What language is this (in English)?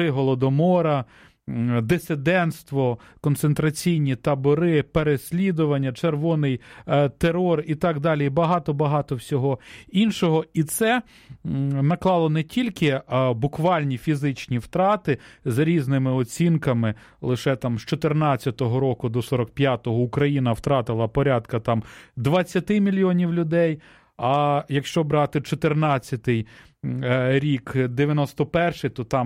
Ukrainian